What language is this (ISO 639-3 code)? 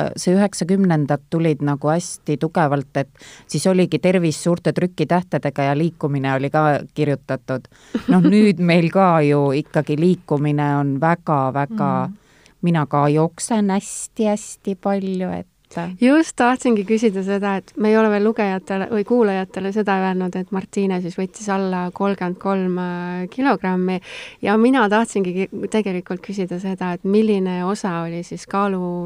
est